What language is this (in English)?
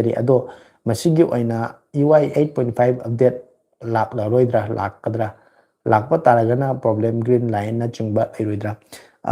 Manipuri